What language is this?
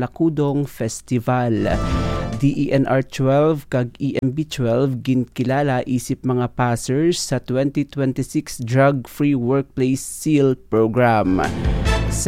Hiligaynon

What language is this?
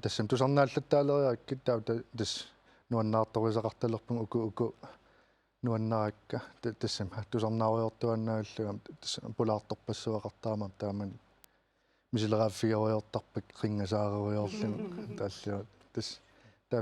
Kalaallisut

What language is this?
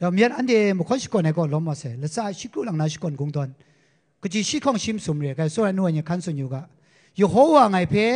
Kachin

